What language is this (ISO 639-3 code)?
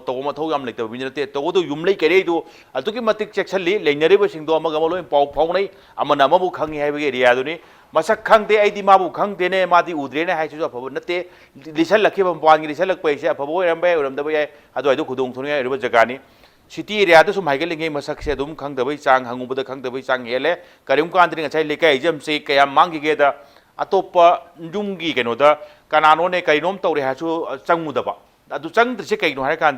mni